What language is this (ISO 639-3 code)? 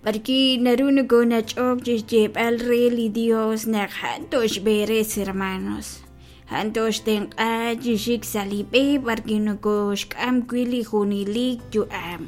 kek